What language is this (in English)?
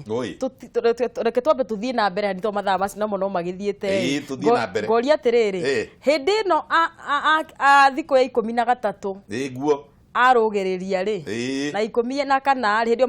Kikuyu